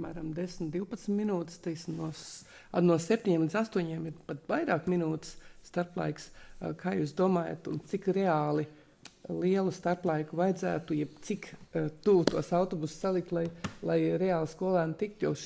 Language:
Latvian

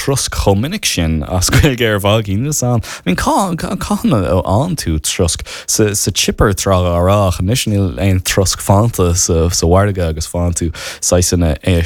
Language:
Irish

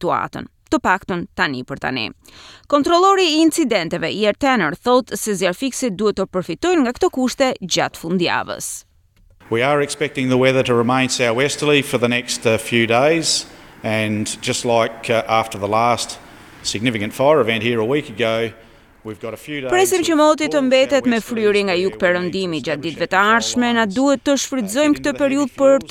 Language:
Albanian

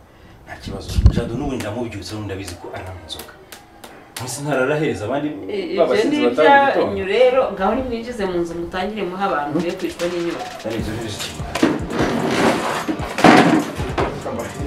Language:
Kinyarwanda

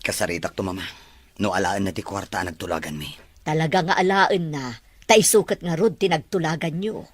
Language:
Iloko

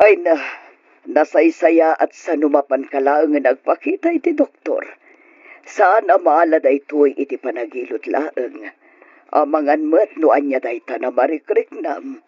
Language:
Iloko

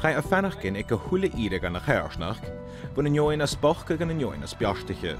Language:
Scottish Gaelic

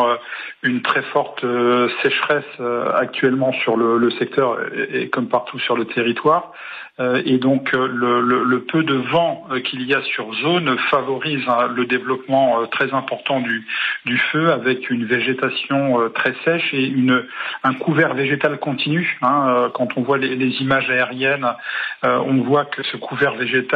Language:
French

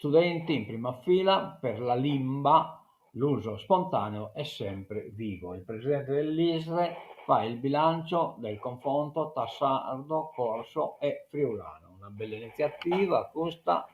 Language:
Sardinian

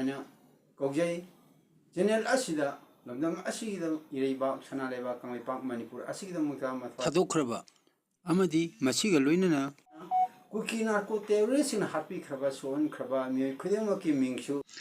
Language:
Manipuri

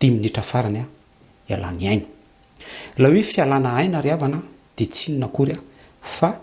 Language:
Malagasy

